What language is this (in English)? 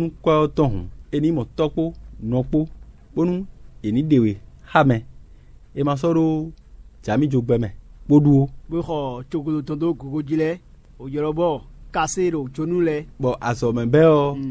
Fon